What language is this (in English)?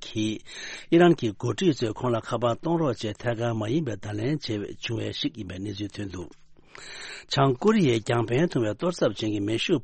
Tibetan